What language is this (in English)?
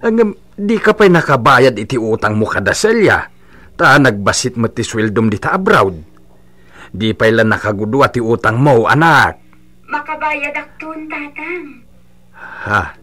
Iloko